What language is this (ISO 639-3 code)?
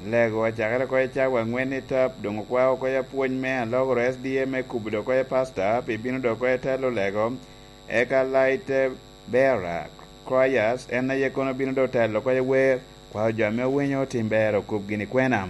laj